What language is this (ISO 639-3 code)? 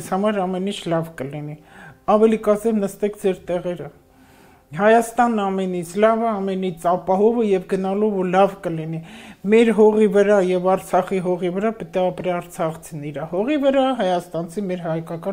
hye